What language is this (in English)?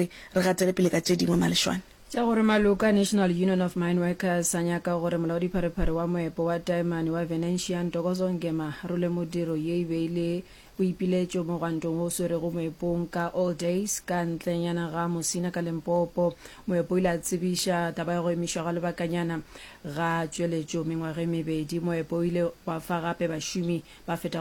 Northern Sotho